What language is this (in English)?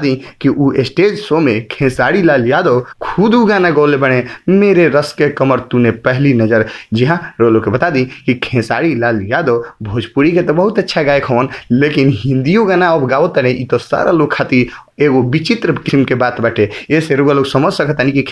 Bhojpuri